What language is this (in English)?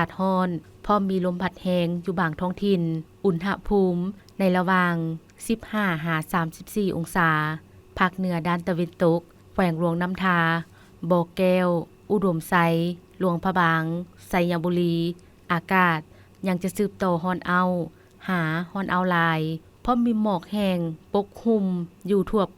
Lao